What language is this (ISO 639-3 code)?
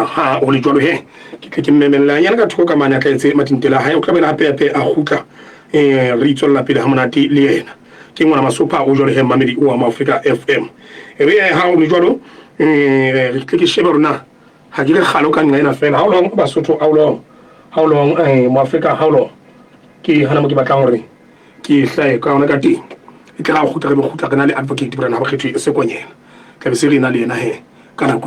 sot